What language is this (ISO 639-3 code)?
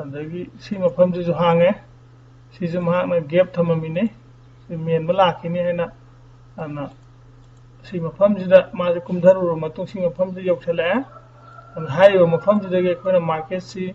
mni